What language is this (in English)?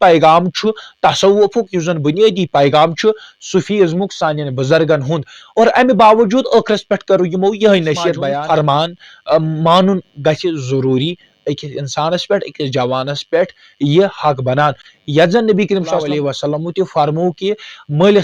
Kashmiri